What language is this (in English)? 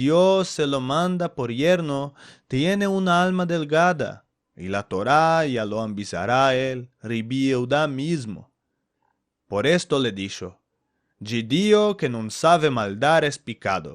Ladino